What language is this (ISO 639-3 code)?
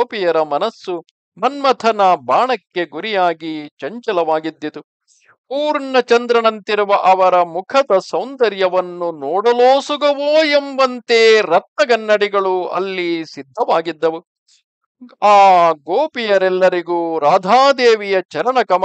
kan